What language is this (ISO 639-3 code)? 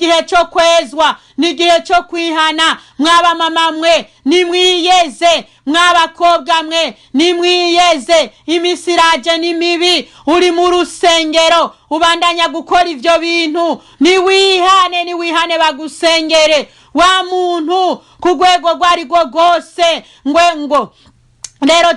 run